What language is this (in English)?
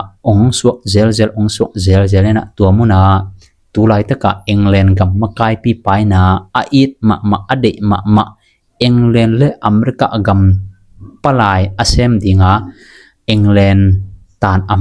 Tedim Chin